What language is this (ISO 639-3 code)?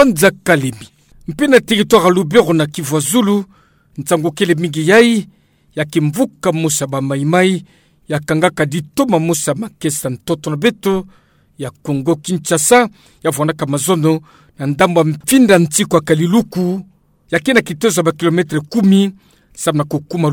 ktu